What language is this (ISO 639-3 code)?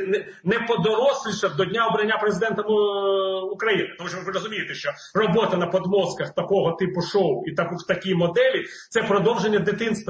ukr